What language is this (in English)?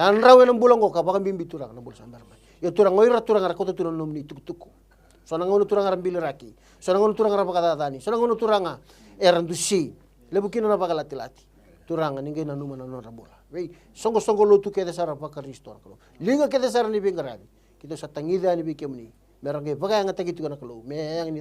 Fijian